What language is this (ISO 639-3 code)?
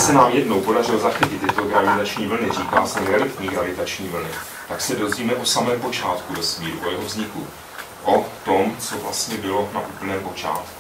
ces